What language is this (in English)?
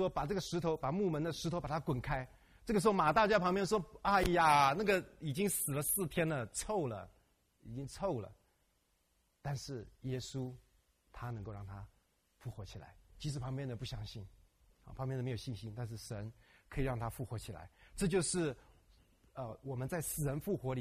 Chinese